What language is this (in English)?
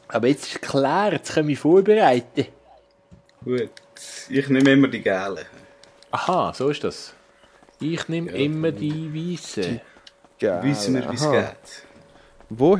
Swiss German